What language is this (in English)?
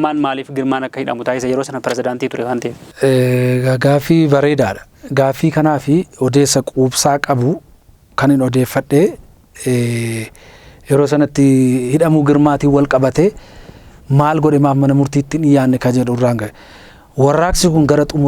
Oromo